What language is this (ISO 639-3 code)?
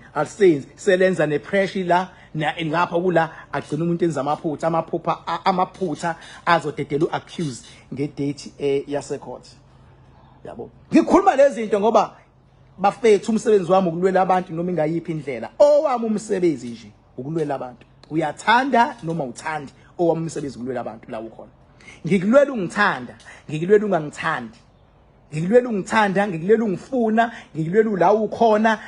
zul